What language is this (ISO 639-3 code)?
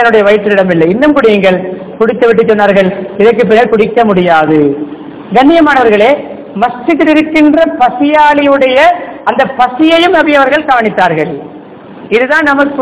tam